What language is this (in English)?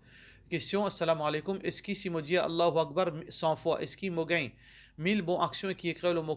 Morisyen